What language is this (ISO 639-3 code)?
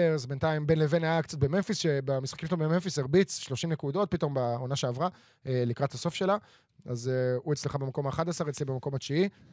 heb